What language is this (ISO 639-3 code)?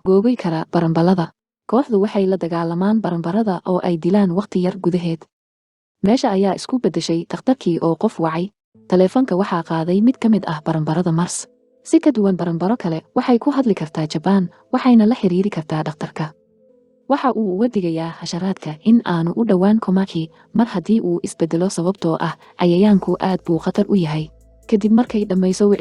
som